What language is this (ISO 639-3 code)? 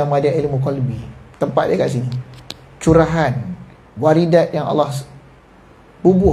msa